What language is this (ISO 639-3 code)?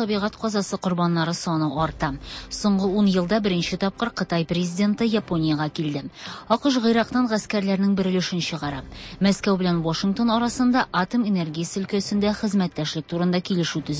tat